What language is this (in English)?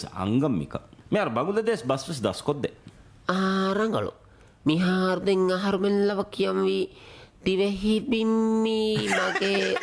Divehi